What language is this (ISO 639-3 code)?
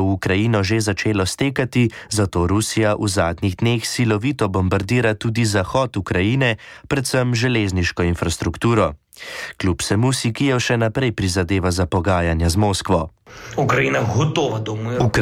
slv